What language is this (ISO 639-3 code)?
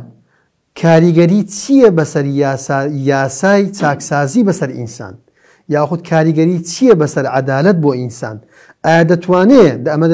ckb